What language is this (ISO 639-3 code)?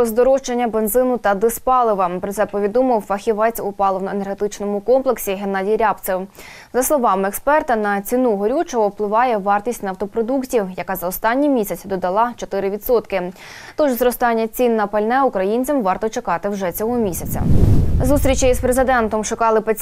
ukr